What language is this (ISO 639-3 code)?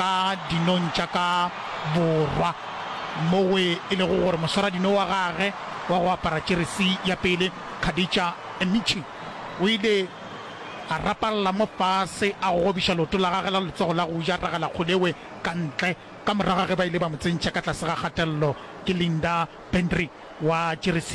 nso